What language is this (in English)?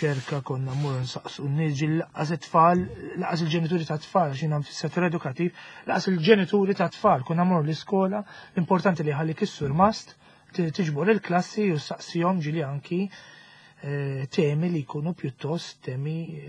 Maltese